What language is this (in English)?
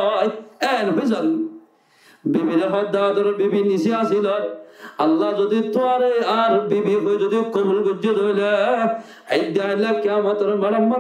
Rohingya